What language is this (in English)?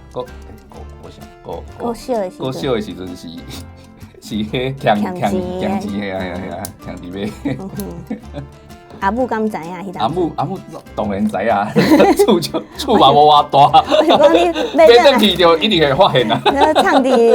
Min Nan Chinese